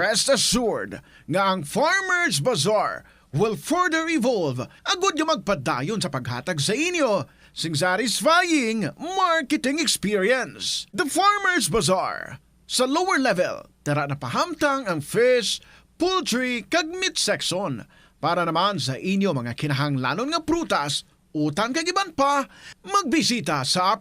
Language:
Hiligaynon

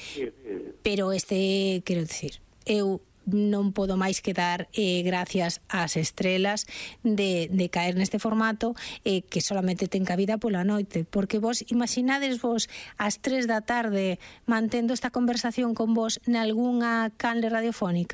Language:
Galician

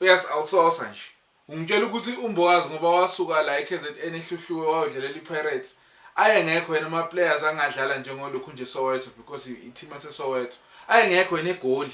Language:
Zulu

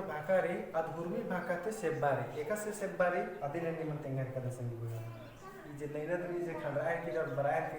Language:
Kurukh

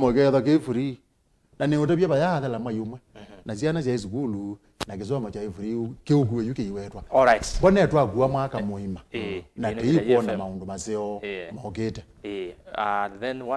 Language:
Kamba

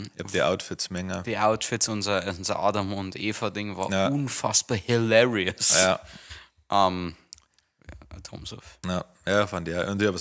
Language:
Bavarian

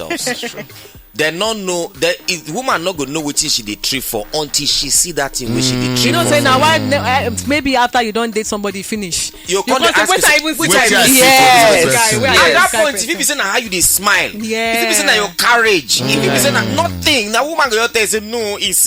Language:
Nigerian Pidgin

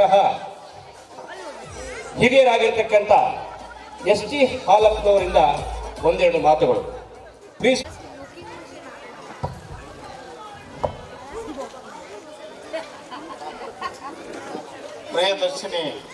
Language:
Kannada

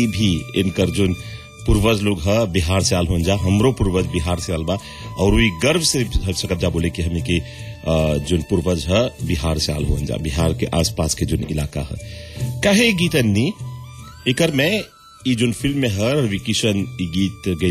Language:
Bhojpuri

